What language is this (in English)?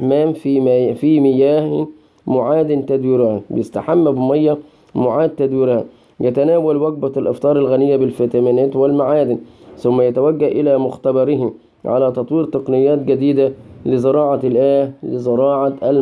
Egyptian Arabic